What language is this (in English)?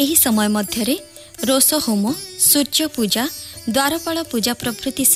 Odia